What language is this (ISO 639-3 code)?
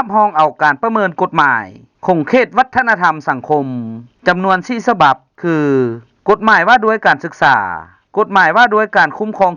lao